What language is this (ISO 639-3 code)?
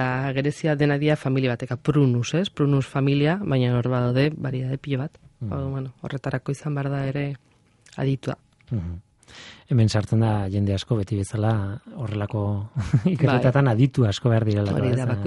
eus